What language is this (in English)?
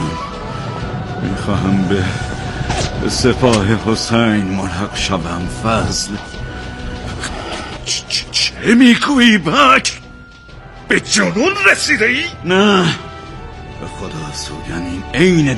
Persian